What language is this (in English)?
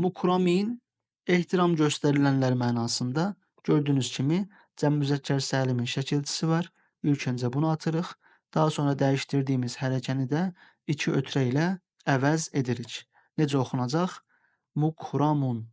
Azerbaijani